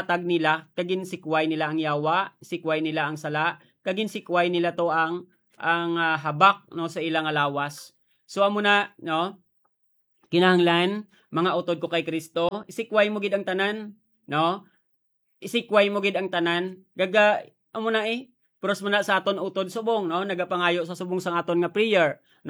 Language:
Hiligaynon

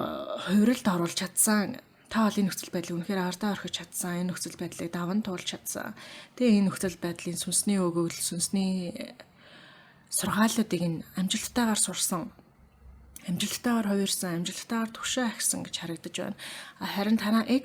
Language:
Mongolian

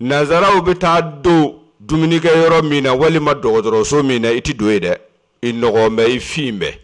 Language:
Bambara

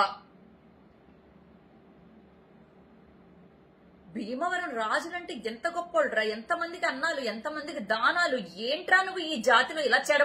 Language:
Telugu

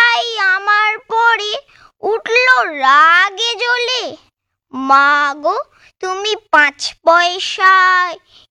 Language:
Bangla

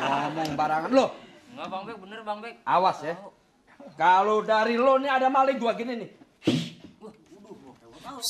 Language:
Betawi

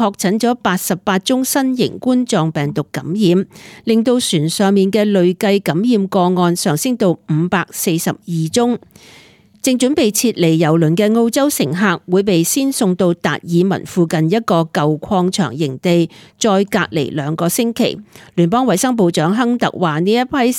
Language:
Cantonese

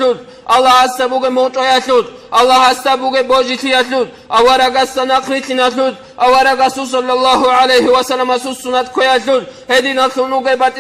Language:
Avaric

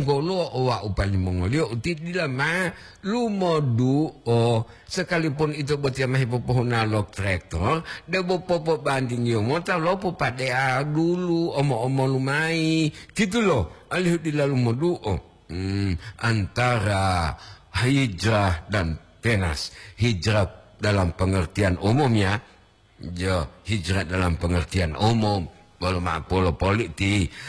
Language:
Gorontalo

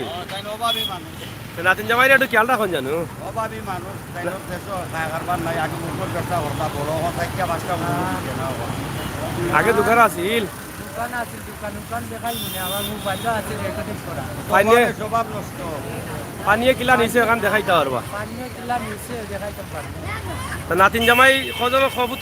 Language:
Sylheti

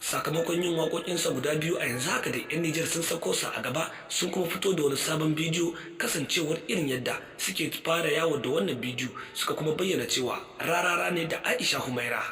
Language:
Hausa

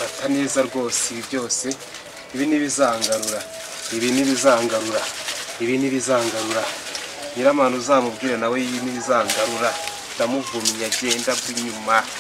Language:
Kinyarwanda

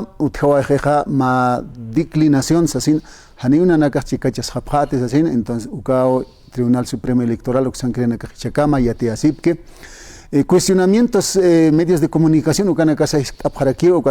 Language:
Aymara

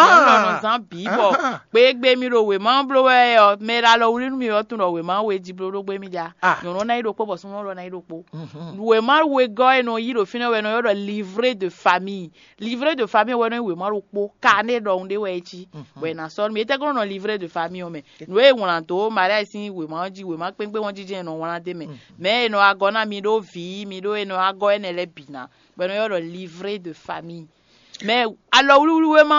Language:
Fon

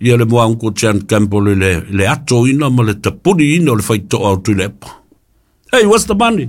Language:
Samoan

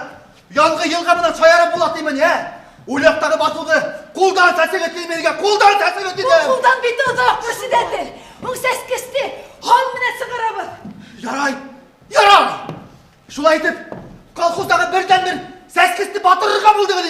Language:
Bashkir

